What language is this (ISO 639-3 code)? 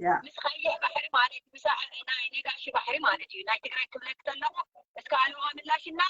tir